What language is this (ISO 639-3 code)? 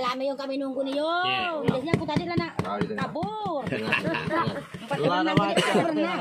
mui